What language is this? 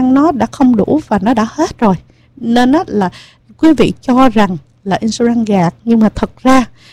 Vietnamese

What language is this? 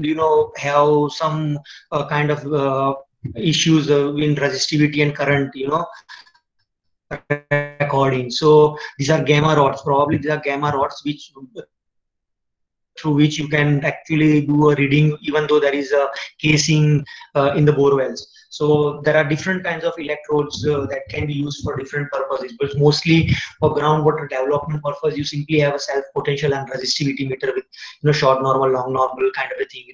English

